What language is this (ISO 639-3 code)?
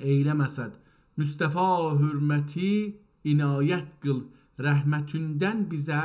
azb